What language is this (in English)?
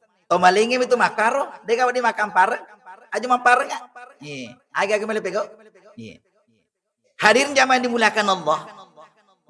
Buginese